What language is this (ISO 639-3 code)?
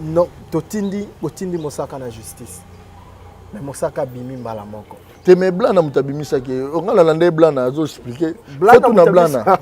lin